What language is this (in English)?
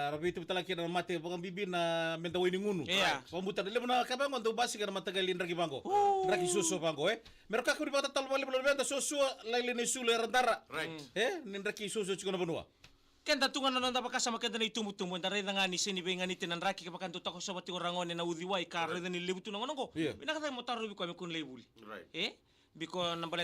Fijian